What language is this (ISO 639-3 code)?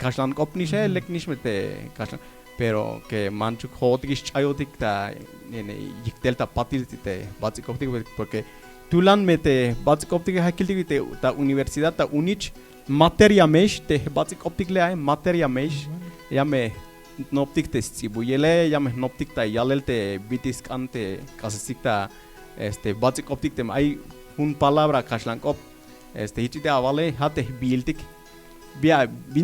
tzh